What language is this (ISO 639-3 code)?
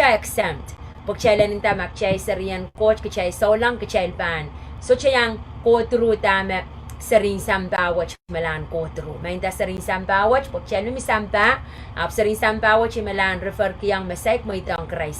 pon